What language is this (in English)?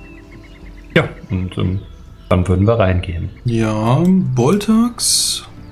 German